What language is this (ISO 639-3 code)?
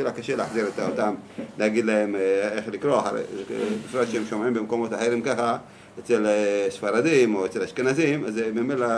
heb